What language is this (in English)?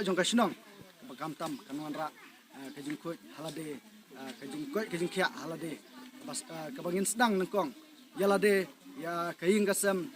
Khasi